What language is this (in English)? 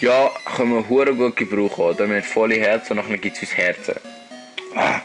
Swiss German